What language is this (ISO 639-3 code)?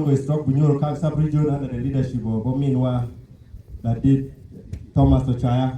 ach